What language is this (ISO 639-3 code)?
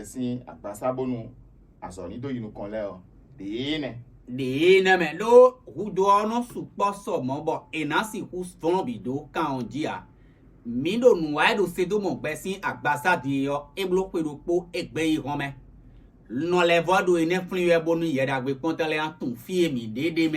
fon